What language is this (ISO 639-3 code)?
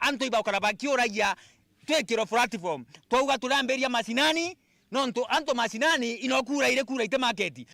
mer